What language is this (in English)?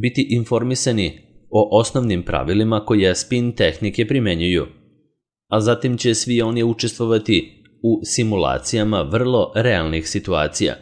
Serbian